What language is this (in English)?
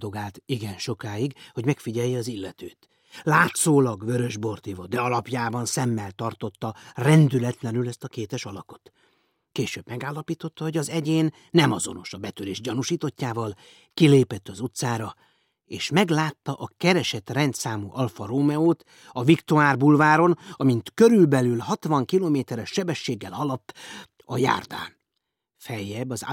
Hungarian